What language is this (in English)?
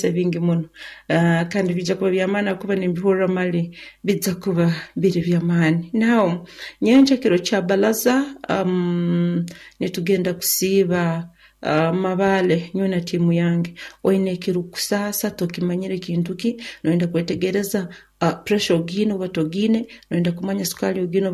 Nyoro